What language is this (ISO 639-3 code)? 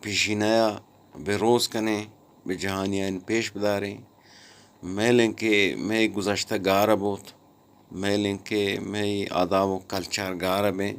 bgp